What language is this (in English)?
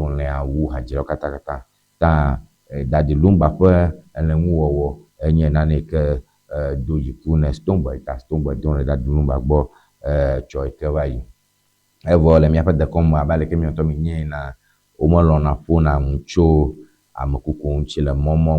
Ewe